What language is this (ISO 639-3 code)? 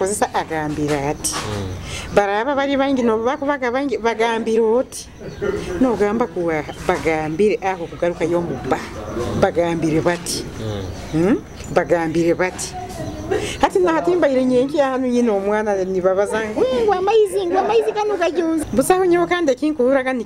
nyo